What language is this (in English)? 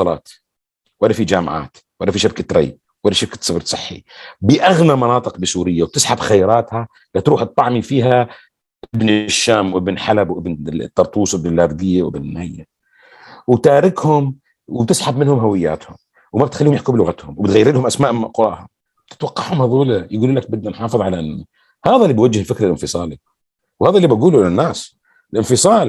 North Levantine Arabic